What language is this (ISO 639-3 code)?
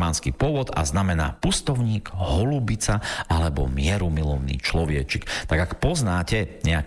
slk